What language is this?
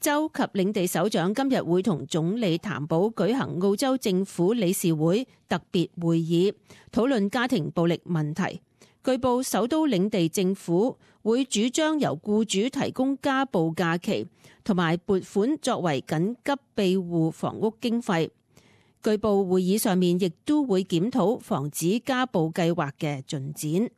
Cantonese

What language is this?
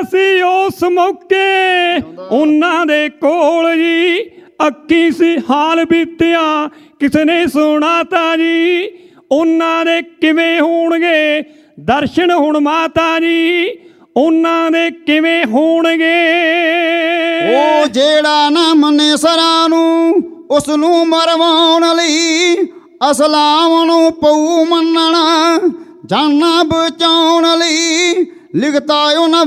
Punjabi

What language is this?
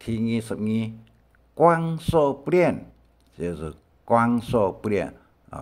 Hakka Chinese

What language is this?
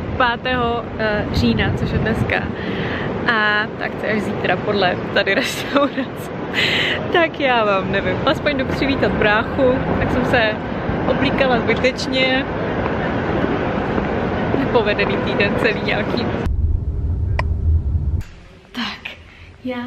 Czech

